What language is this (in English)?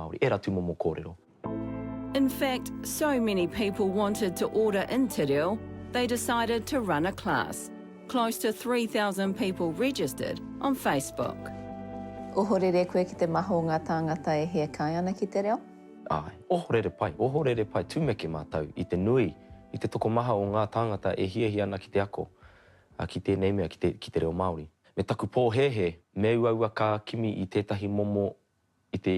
Māori